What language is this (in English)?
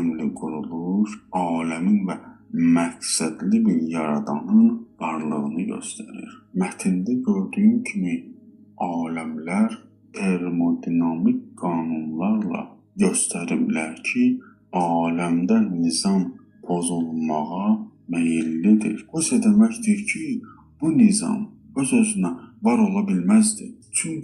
Azerbaijani